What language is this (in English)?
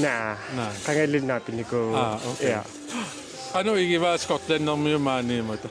Kalaallisut